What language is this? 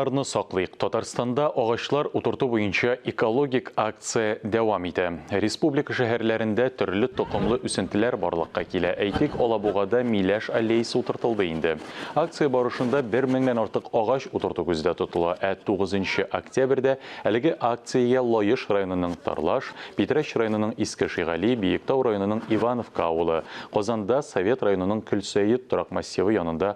Tatar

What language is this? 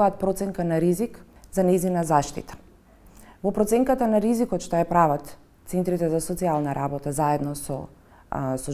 Macedonian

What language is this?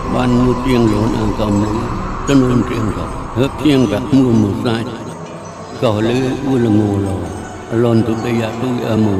Mon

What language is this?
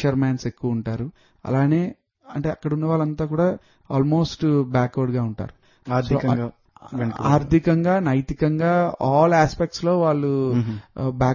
Telugu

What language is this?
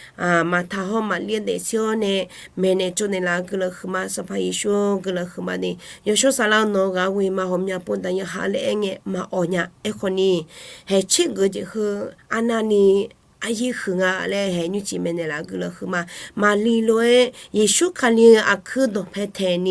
Akha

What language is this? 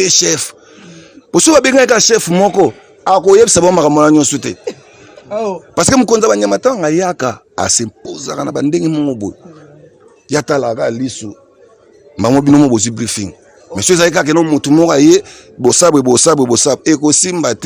Lingala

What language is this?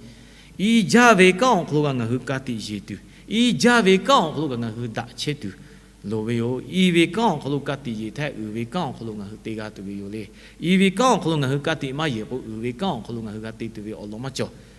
Lahu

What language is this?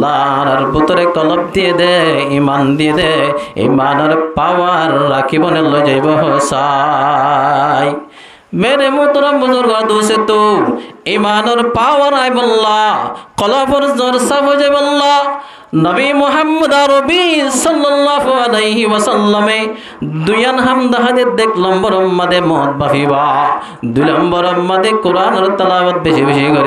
Rohingya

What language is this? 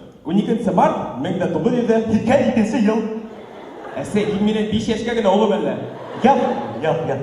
Bashkir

